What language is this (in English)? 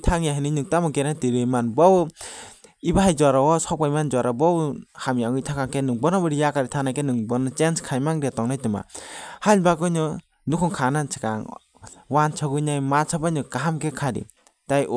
Kok Borok